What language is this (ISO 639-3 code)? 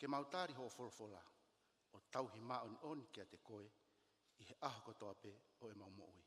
ton